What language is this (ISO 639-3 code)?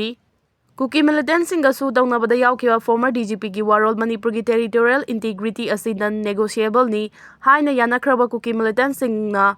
mni